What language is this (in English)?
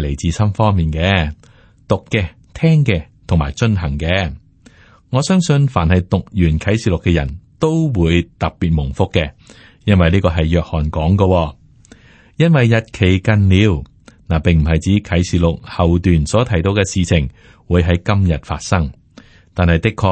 Cantonese